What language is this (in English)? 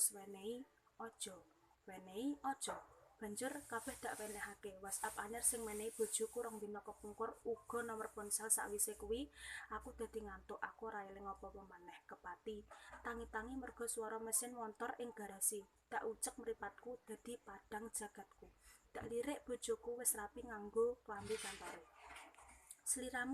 Javanese